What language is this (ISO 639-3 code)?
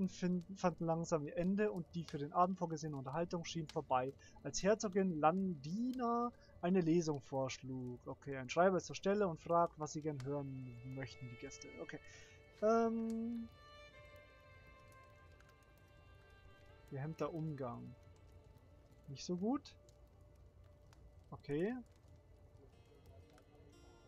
deu